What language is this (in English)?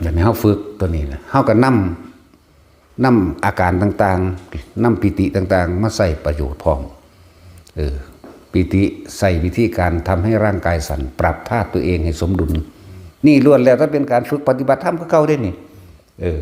Northeastern Thai